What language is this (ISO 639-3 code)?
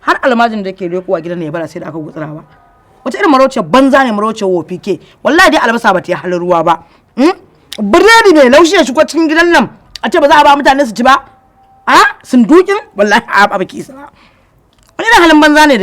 hau